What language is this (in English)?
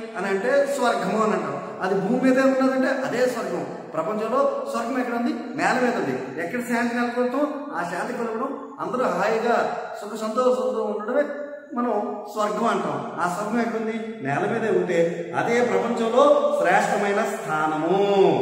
Telugu